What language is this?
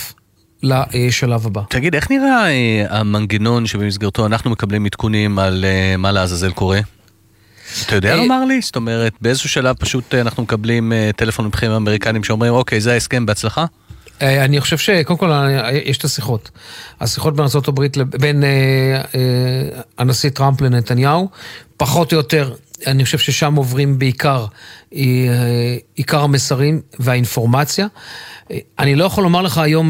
Hebrew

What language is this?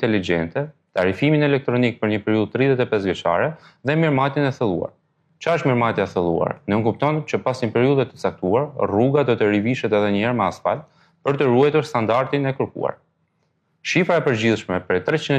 Albanian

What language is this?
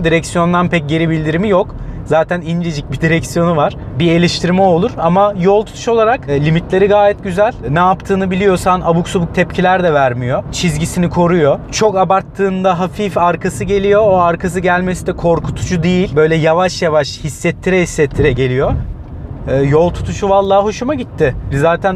Turkish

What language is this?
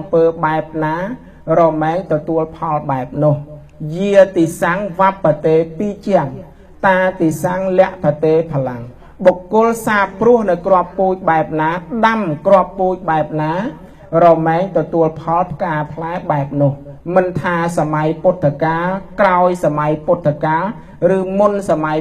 Khmer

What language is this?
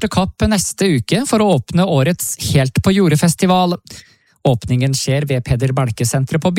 Norwegian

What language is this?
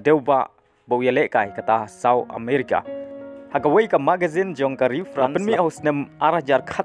Khasi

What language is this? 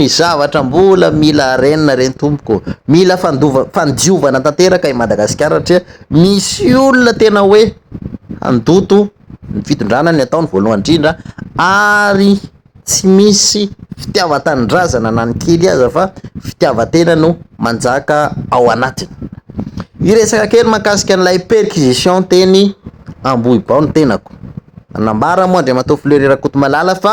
Malagasy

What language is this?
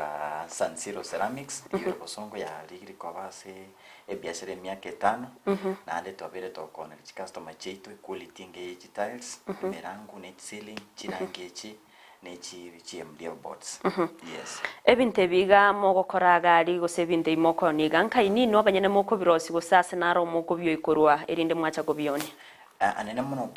Gusii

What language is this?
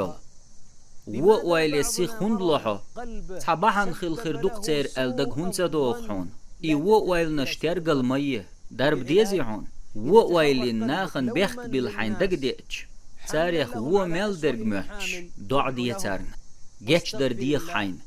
Chechen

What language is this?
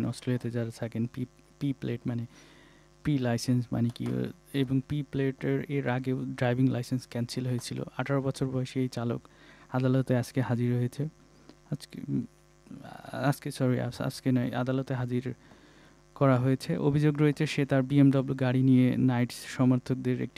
Bangla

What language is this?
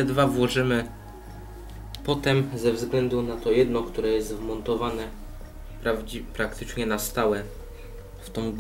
Polish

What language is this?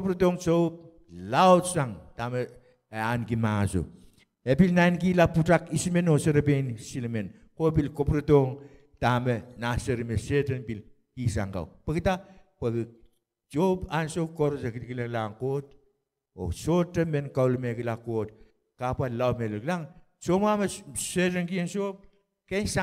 Pohnpeian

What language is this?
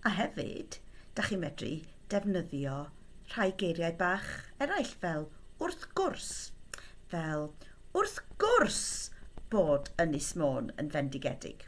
Welsh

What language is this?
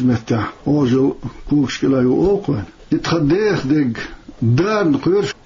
Chechen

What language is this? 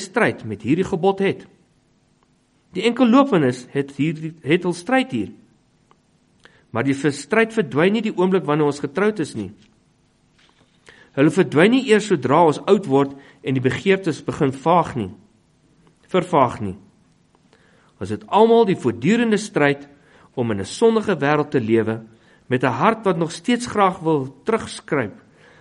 Afrikaans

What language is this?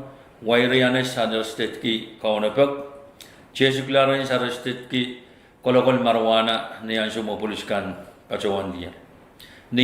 Pohnpeian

